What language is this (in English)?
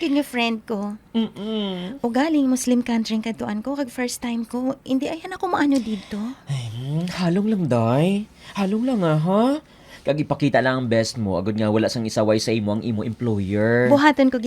Hiligaynon